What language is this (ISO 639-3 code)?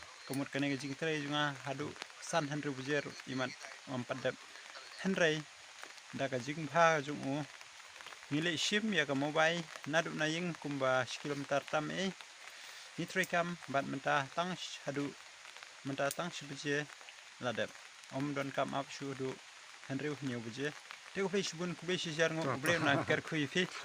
kha